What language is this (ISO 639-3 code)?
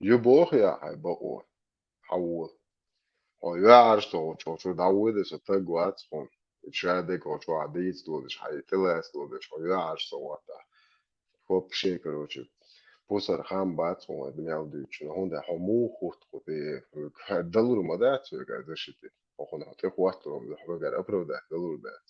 che